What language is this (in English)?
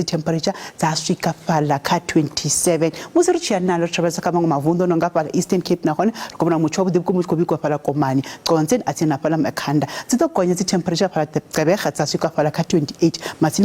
Venda